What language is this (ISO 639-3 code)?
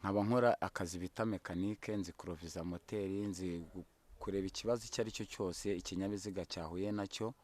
kin